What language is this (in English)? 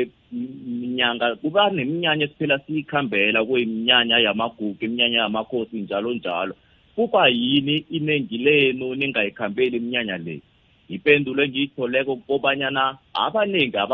South Ndebele